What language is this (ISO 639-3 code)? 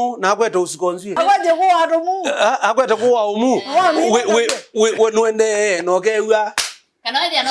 kam